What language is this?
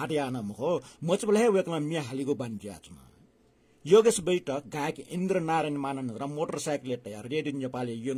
Newari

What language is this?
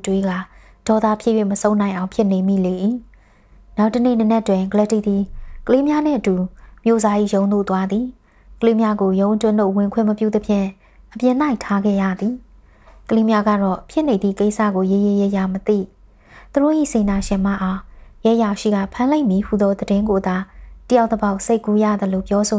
Burmese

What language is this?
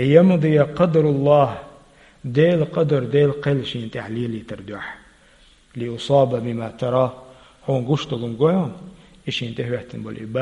Chechen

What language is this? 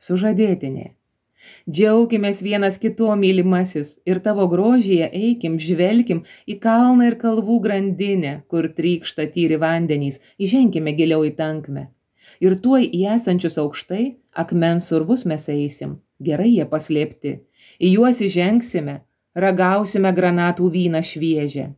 Lithuanian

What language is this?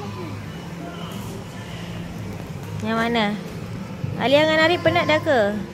Malay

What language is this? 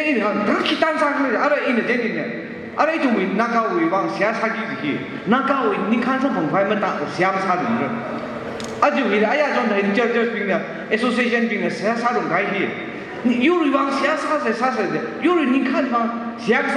Tangkhul Naga (India)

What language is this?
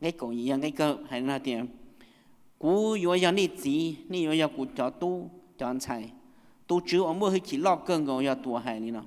Hmong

